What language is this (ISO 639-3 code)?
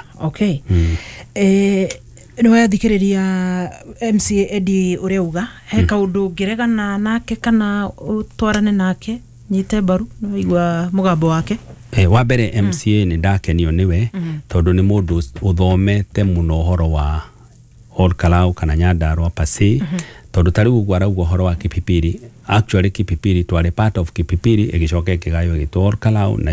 kik